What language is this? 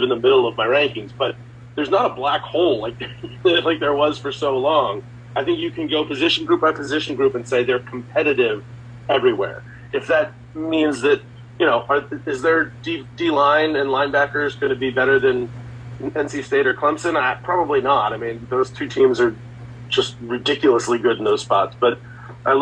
English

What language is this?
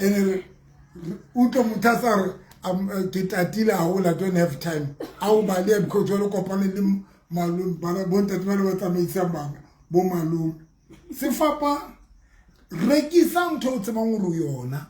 Southern Sotho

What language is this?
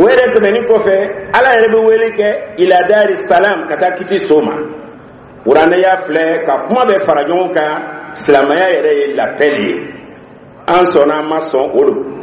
Dyula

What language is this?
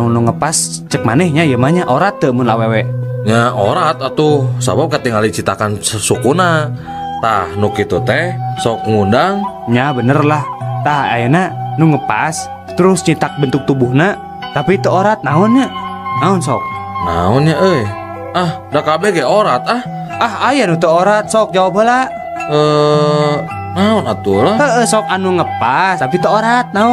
Sundanese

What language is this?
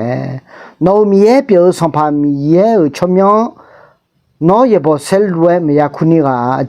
Akha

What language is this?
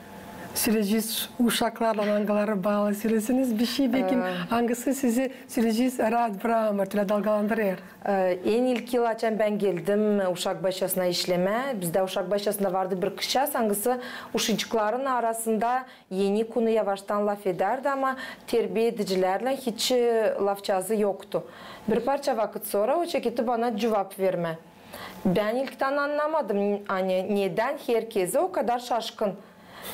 Gagauz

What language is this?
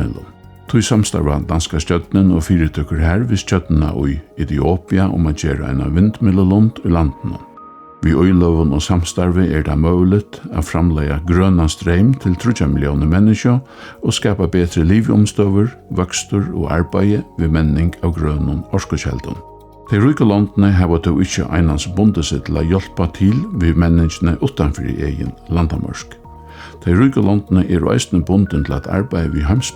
Faroese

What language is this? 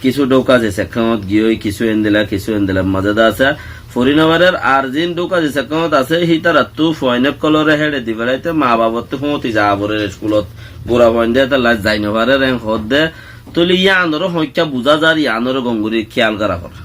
Rohingya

